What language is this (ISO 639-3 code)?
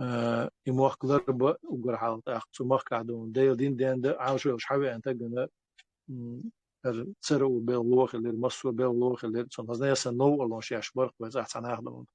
che